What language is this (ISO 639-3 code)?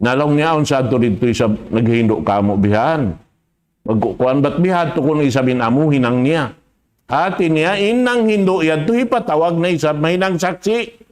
tsg